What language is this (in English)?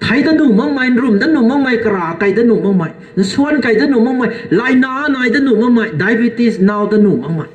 Rongmei Naga